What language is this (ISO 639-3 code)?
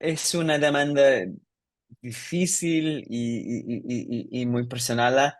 lad